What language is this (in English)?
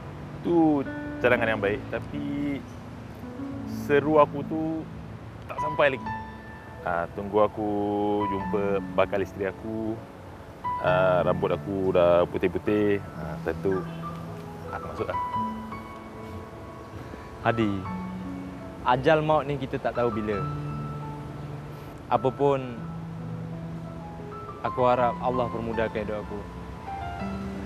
Malay